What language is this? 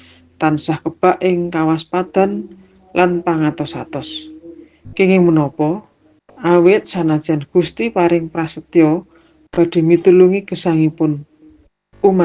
Javanese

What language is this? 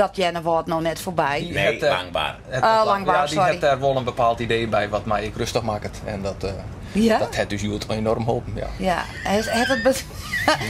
Western Frisian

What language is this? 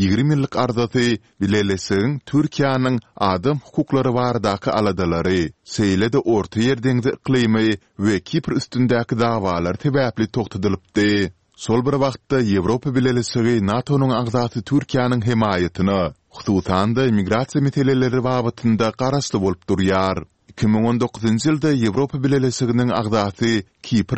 Turkmen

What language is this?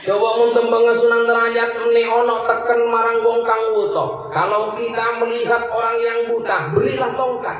Madurese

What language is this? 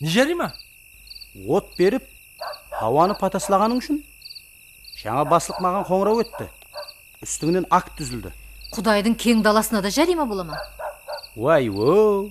Kara-Kalpak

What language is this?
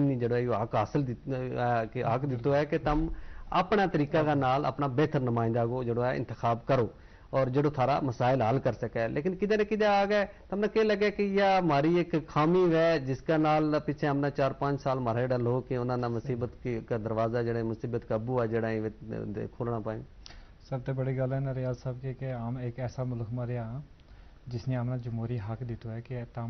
Gujari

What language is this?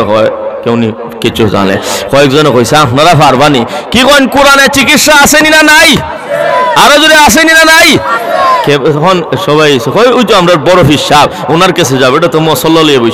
Sylheti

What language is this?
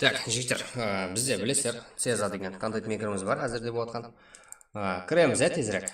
Kara-Kalpak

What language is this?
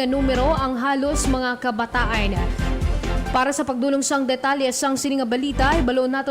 Hiligaynon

